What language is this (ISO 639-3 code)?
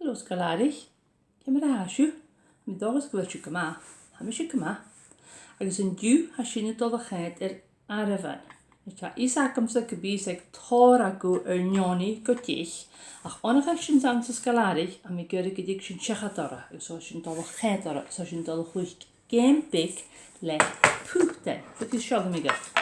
gla